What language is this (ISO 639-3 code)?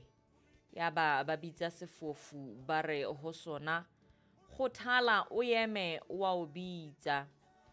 sot